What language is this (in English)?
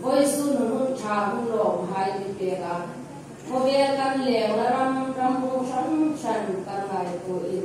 Hmar